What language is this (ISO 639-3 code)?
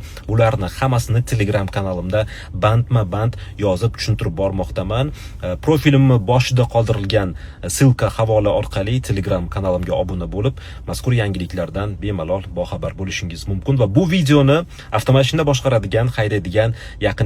uzb